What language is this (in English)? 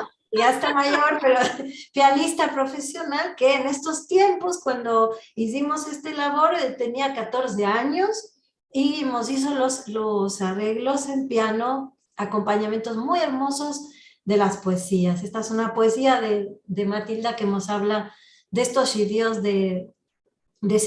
Ladino